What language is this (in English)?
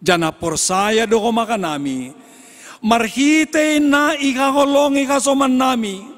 Batak Simalungun